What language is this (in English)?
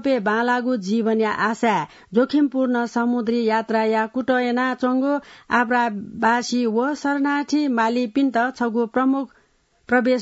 Newari